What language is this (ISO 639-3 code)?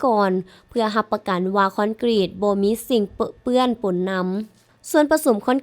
lao